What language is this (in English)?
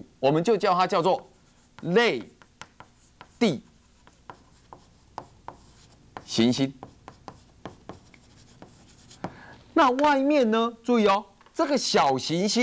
Chinese